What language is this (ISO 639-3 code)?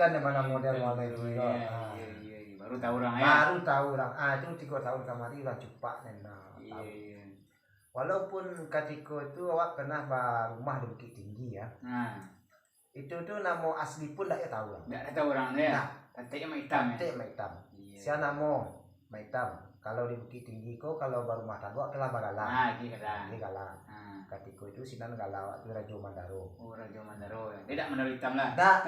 min